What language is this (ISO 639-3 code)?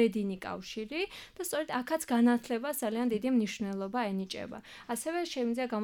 kat